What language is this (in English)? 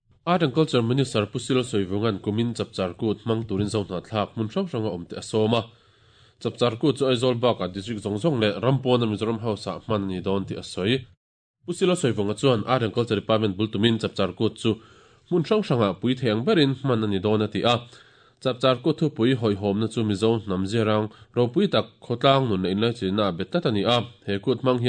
Mizo